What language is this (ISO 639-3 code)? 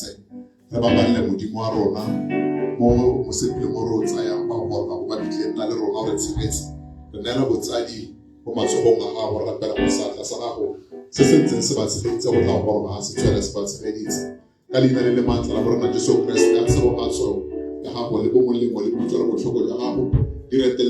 tsn